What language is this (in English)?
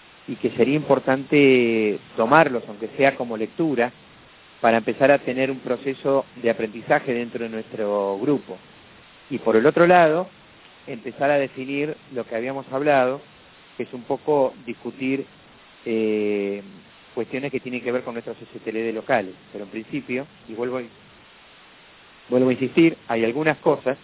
Spanish